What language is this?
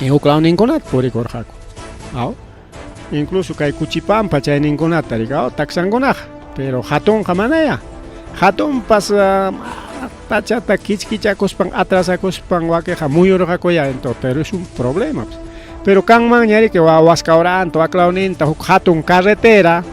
Ayacucho Quechua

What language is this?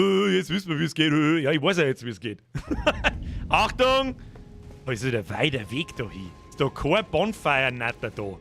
Bavarian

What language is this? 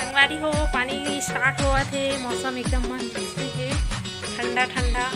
Chhattisgarhi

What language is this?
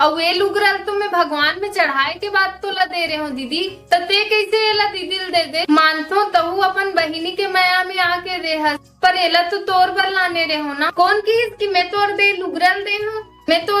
Chhattisgarhi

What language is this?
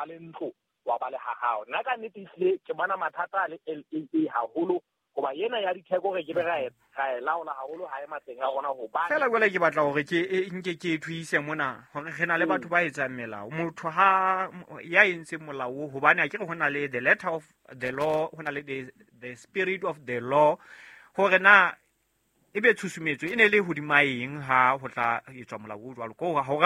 Southern Sotho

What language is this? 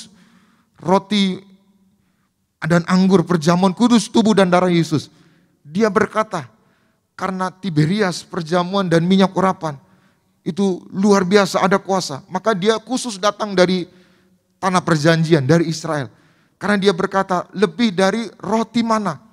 Indonesian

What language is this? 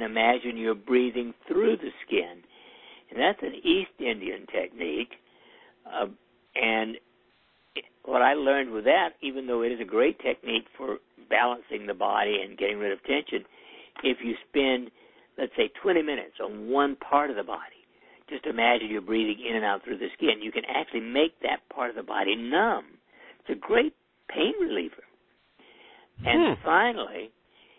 English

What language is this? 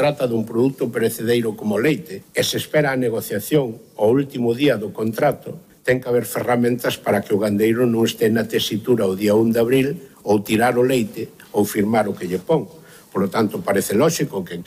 Galician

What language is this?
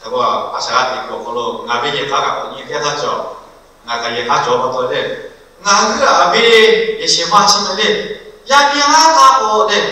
Lahu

